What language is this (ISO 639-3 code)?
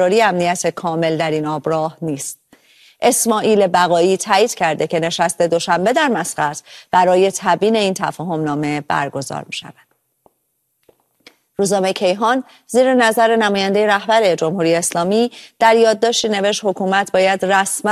fas